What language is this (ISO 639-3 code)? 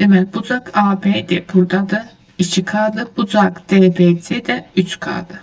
aze